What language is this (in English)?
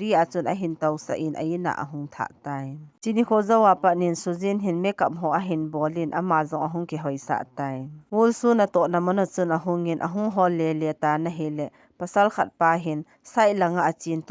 Thado Chin